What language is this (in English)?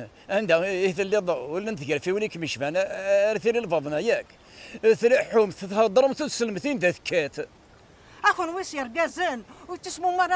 Kabyle